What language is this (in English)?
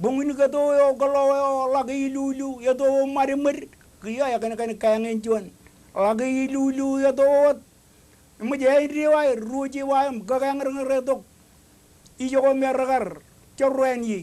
Marshallese